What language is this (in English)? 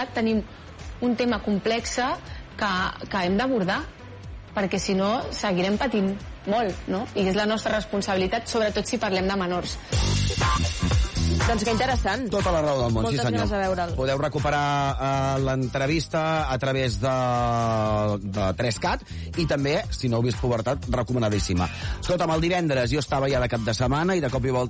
Catalan